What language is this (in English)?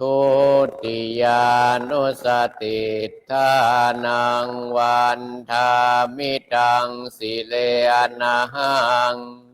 Pali